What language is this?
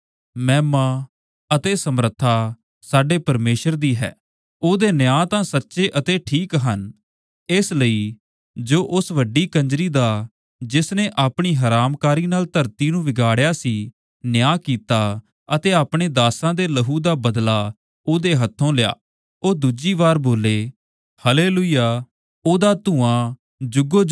Punjabi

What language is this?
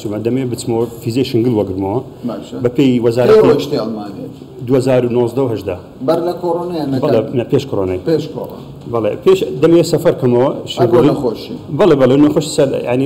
Central Kurdish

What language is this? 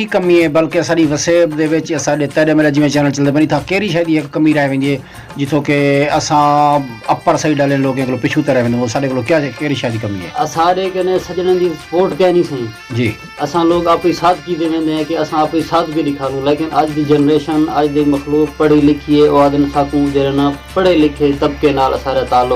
Saraiki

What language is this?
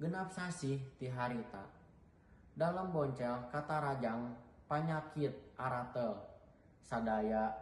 Sundanese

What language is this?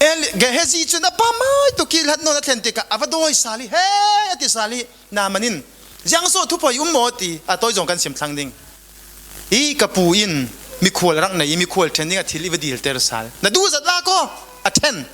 Falam Chin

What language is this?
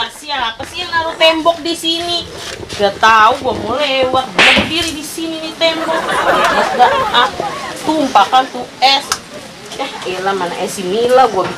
Betawi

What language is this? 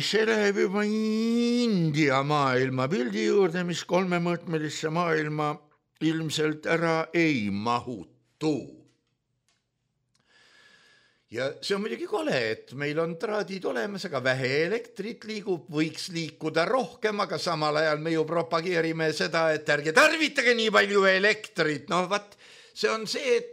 Estonian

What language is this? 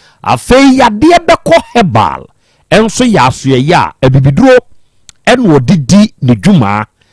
Akan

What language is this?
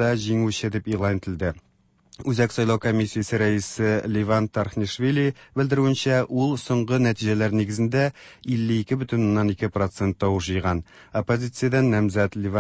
Tatar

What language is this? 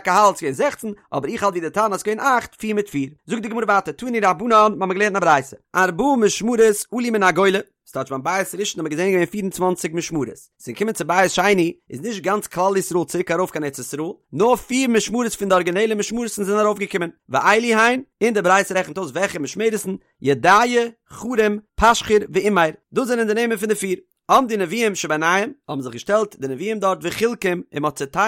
Yiddish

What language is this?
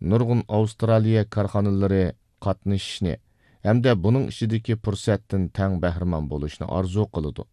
Uyghur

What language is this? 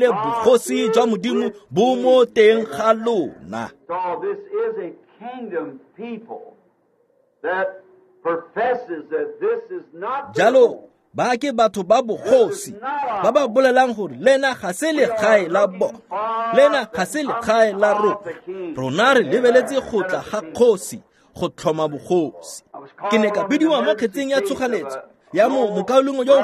Tswana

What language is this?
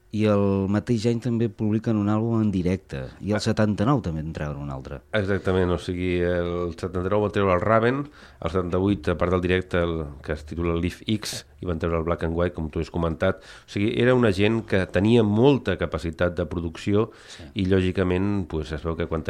Catalan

